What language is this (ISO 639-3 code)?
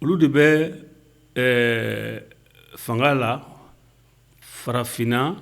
bam